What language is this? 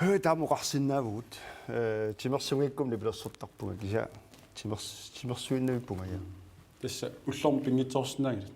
Kalaallisut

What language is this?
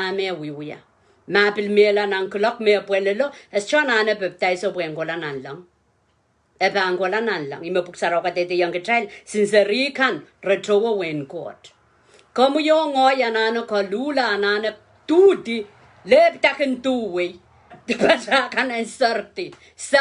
Pohnpeian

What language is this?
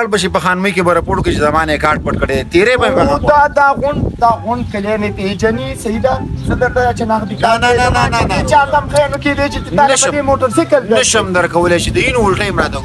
Pashto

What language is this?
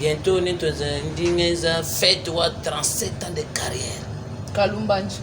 Luba-Lulua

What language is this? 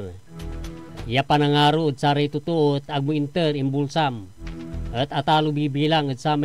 Pangasinan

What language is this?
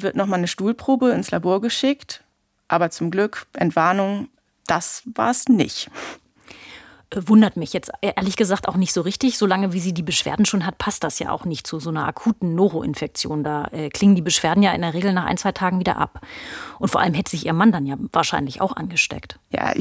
German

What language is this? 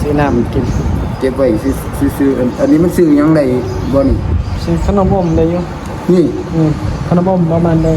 Northeastern Thai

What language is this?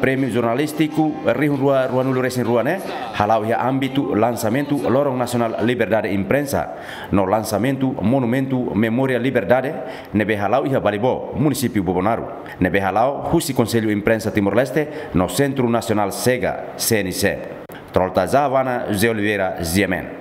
Tetum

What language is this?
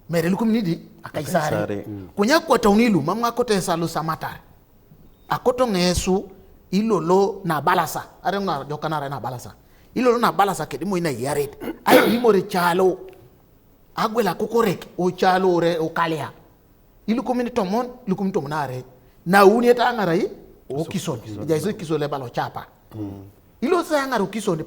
Teso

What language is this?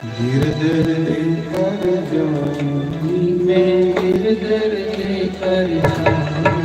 Dogri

